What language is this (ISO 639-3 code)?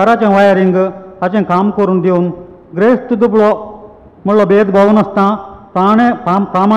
kok